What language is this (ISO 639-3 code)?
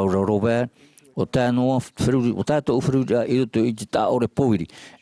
tah